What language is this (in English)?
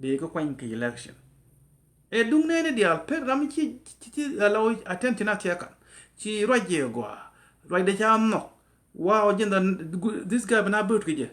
Nuer